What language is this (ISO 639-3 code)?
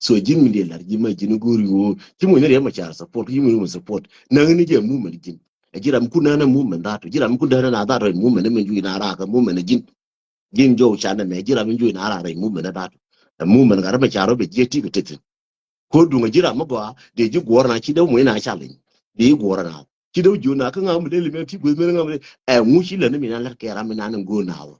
nus